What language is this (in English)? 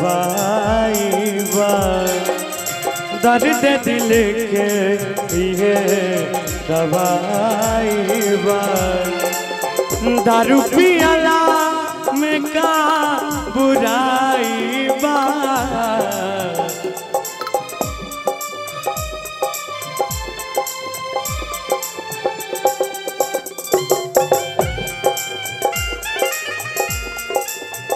Bhojpuri